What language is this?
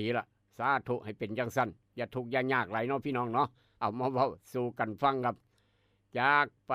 Northeastern Thai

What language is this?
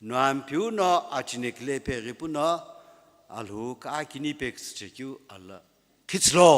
Sumi Naga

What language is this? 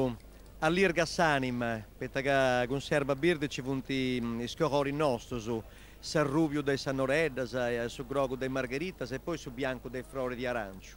Sardinian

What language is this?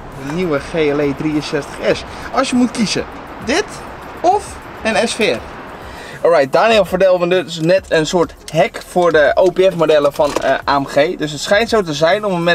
Dutch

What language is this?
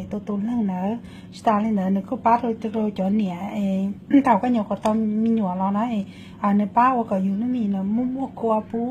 Hmong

